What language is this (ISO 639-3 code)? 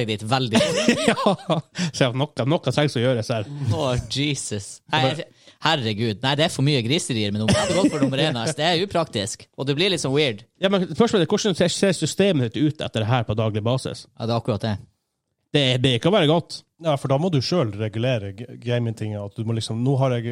nor